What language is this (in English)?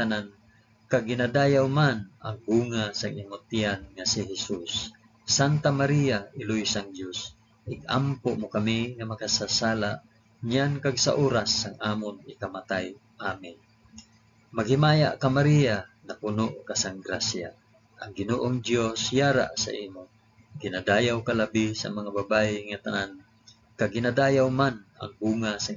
Hiligaynon